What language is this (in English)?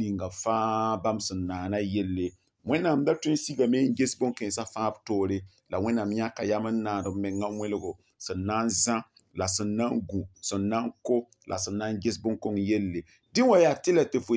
Mossi